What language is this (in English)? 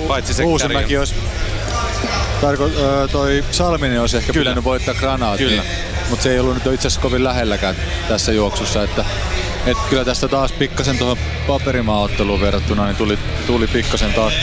Finnish